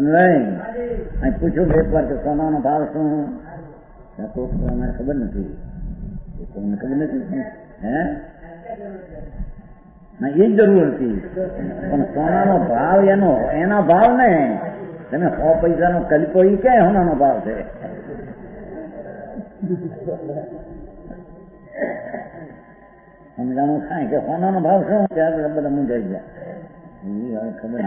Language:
Gujarati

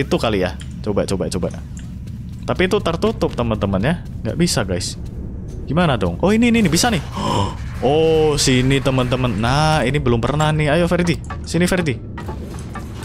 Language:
Indonesian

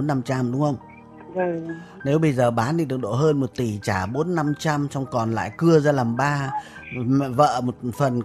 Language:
Vietnamese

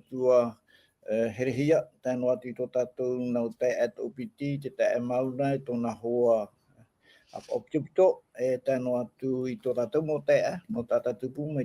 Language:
Tahitian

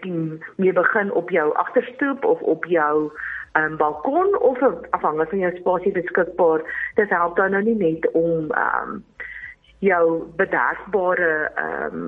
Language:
Afrikaans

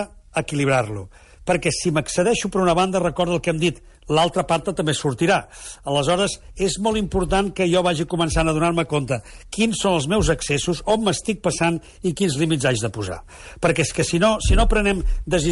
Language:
Catalan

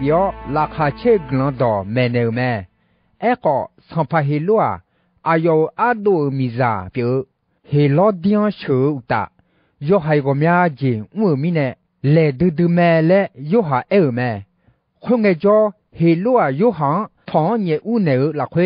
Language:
Akha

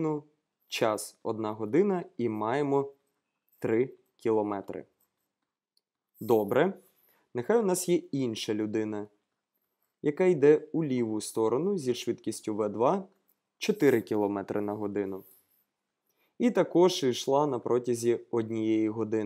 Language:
Ukrainian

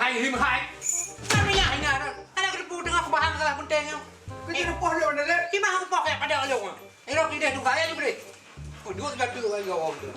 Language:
Achinese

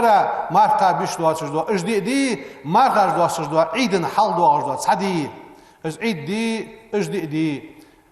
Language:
Ingush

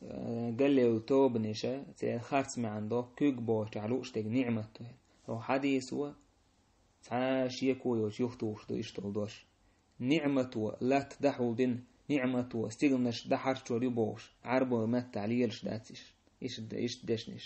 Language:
Chechen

